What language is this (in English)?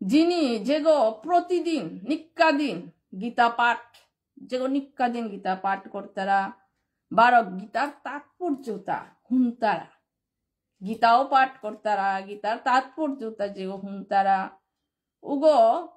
Bishnupriya